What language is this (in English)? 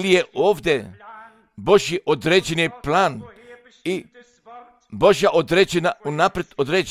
Croatian